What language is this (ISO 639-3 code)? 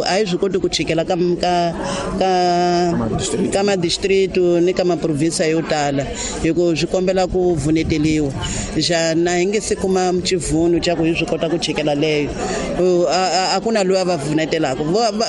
tso